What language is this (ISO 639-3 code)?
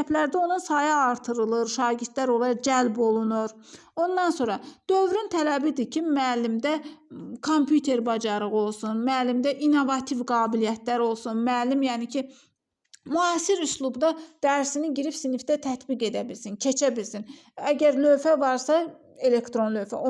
aze